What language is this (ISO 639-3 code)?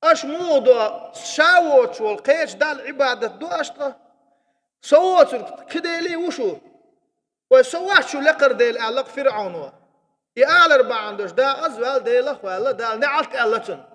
che